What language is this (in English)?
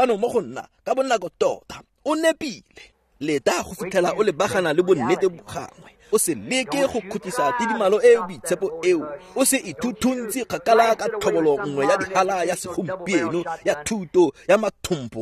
Tswana